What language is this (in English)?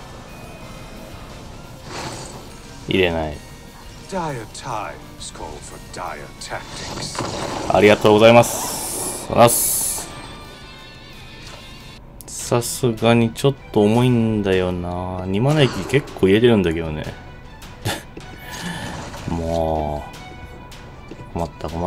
Japanese